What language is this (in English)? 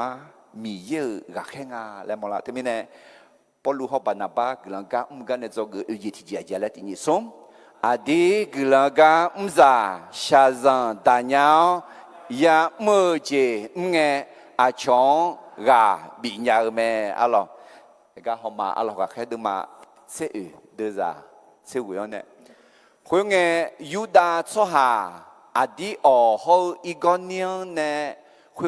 Akha